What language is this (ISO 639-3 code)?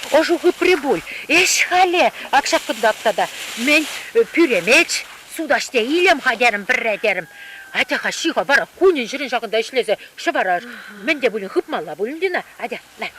chv